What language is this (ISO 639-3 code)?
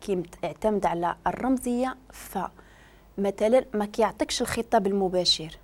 ary